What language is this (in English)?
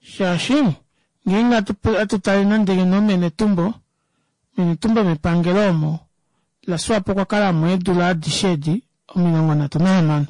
Kuanyama